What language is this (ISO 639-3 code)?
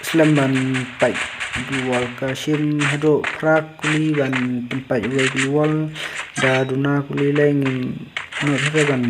kha